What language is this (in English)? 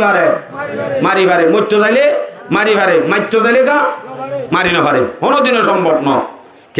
Rohingya